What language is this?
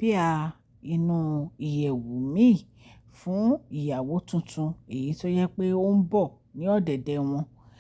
Yoruba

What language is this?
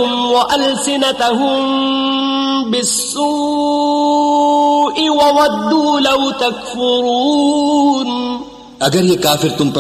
Urdu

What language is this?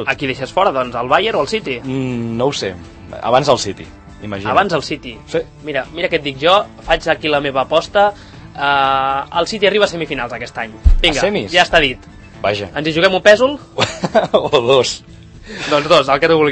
Catalan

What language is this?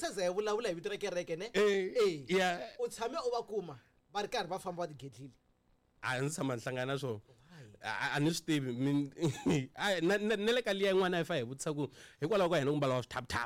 Tsonga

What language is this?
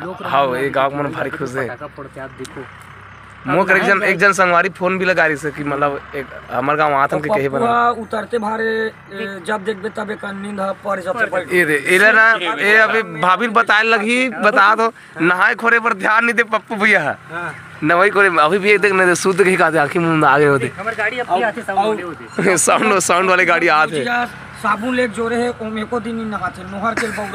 Chhattisgarhi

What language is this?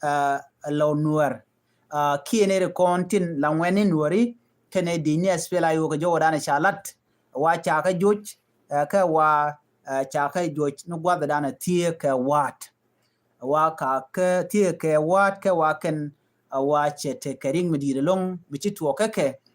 Nuer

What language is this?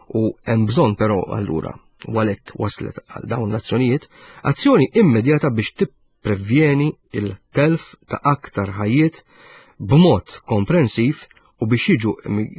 Maltese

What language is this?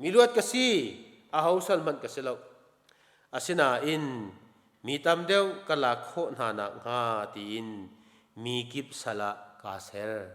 Hakha Chin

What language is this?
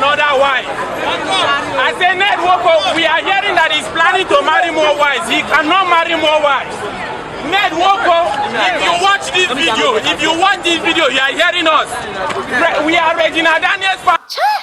Nigerian Pidgin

